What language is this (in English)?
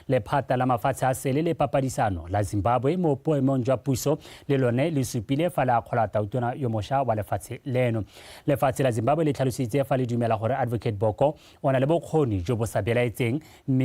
Tswana